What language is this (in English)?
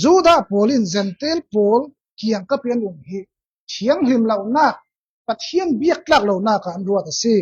Falam Chin